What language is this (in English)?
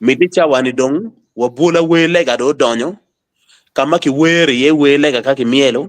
Acoli